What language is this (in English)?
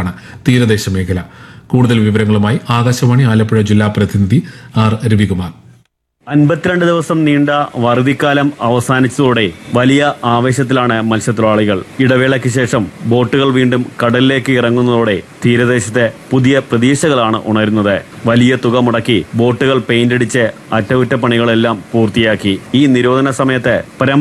Malayalam